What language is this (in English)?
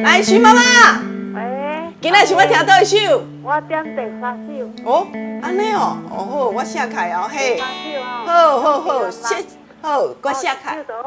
Min Nan Chinese